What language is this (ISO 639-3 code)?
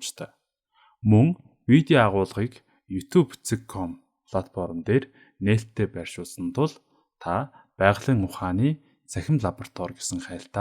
mon